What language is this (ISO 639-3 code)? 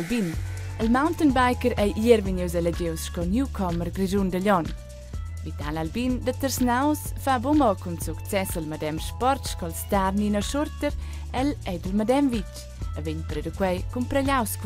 roh